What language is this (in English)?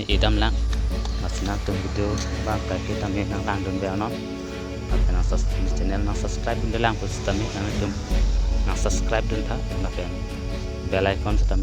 Karbi